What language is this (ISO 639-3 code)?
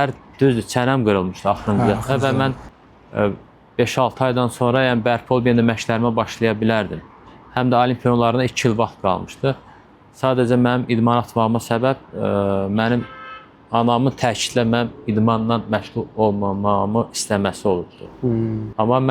aze